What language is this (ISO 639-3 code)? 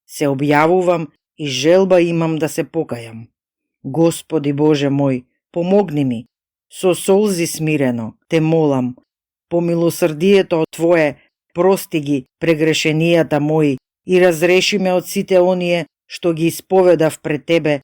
mkd